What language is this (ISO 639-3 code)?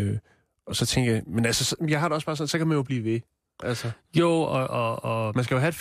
dan